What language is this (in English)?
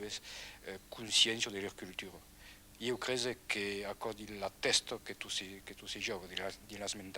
Occitan